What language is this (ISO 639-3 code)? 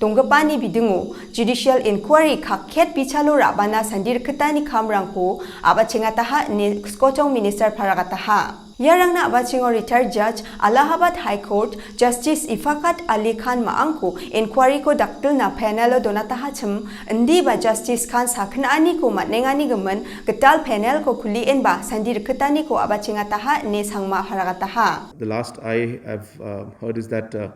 grt